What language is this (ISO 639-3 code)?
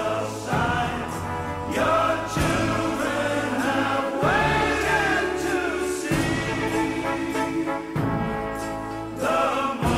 est